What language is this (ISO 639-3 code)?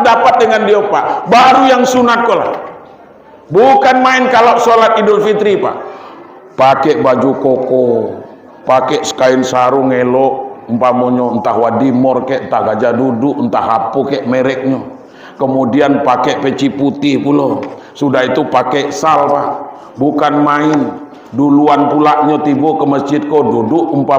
min